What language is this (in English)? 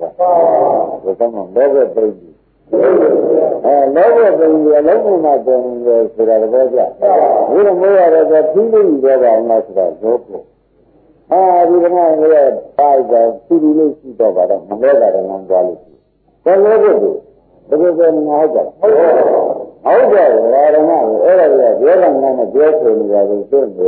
Burmese